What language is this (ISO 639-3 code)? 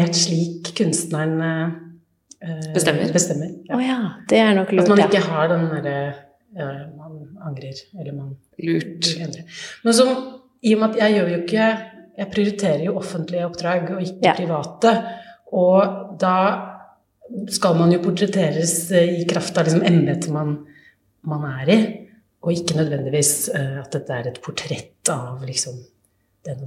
nor